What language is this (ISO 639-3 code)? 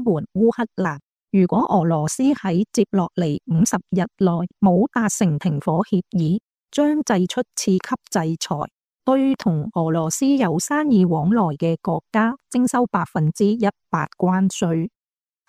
yue